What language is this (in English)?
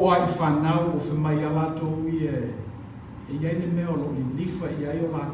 Samoan